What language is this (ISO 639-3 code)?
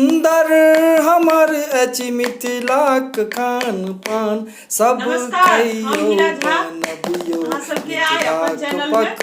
mai